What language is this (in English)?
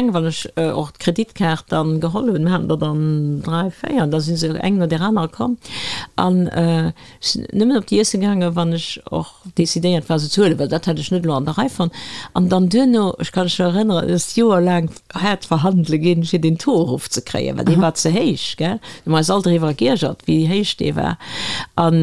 Luxembourgish